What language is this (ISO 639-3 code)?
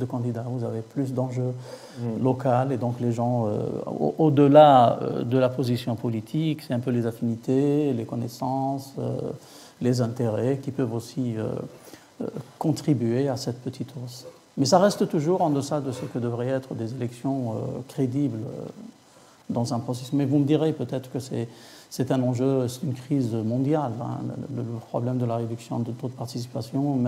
fra